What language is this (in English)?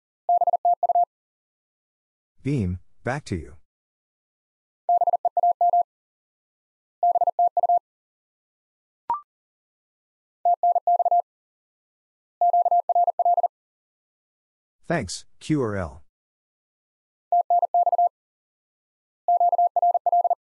English